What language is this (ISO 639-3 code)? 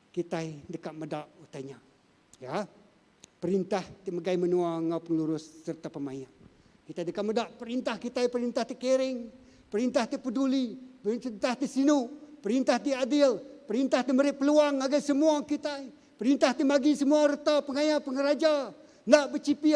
iba